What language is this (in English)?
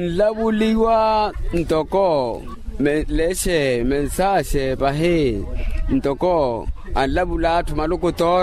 Makhuwa